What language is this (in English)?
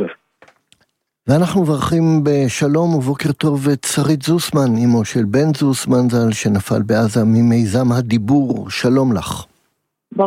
Hebrew